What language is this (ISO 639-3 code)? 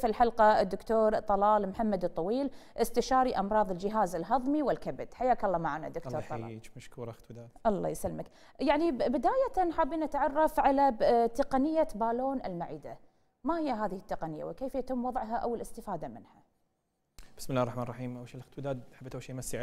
afb